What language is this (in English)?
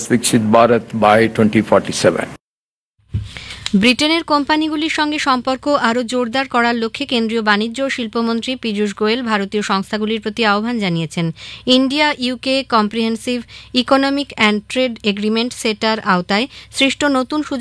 Bangla